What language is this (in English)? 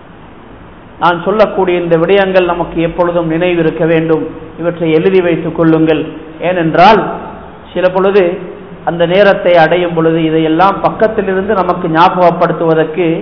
Tamil